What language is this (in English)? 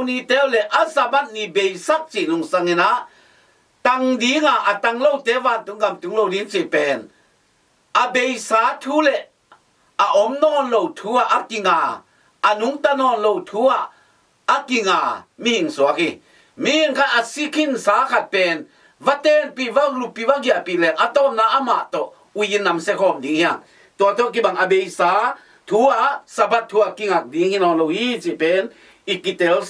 Tedim Chin